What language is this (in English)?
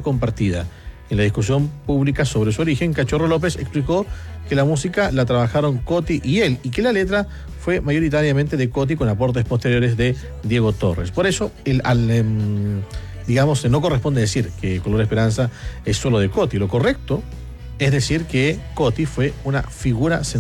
Spanish